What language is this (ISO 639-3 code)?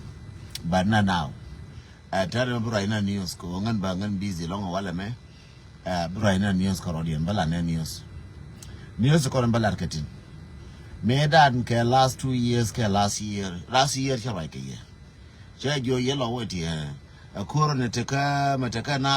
nus